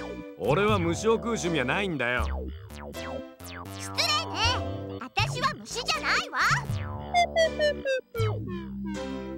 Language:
Japanese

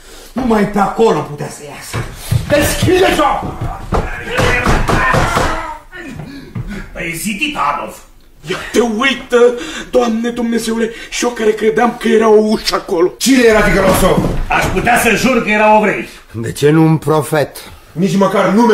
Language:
Romanian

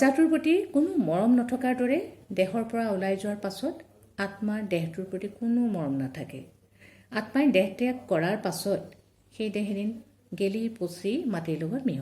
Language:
Assamese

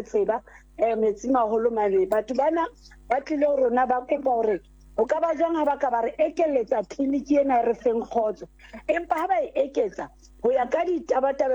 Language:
Southern Sotho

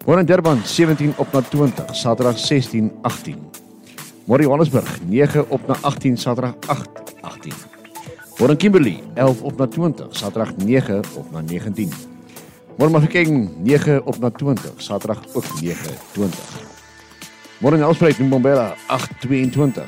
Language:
Afrikaans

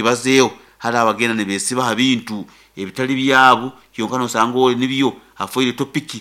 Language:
Nyoro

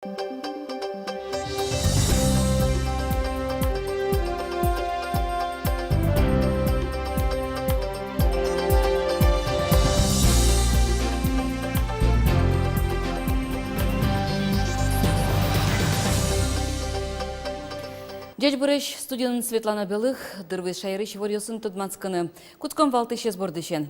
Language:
Udmurt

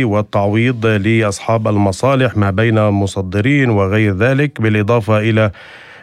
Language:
North Levantine Arabic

